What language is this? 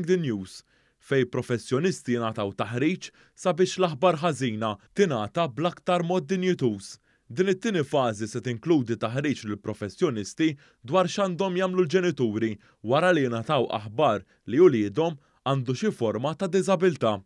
Maltese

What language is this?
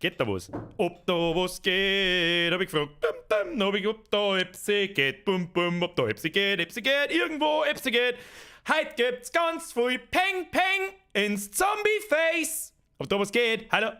Bavarian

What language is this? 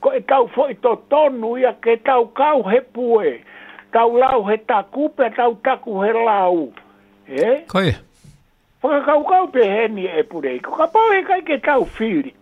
Tongan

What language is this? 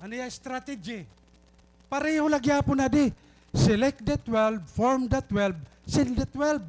Waray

